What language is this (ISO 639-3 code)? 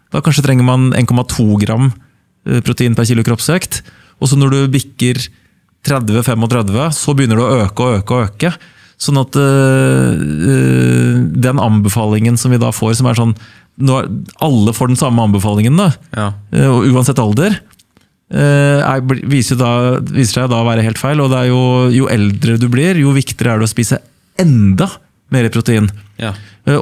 nor